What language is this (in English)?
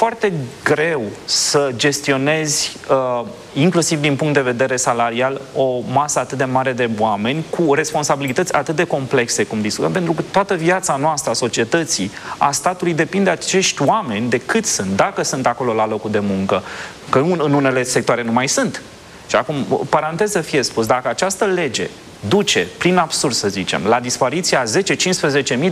Romanian